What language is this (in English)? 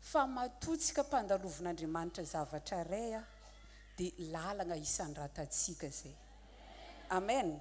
Malagasy